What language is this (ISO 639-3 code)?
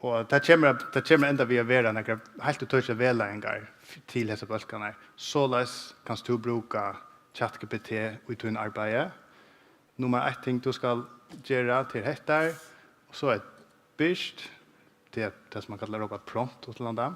fao